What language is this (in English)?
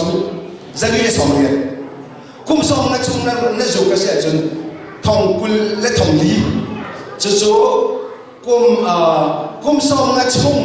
Hakha Chin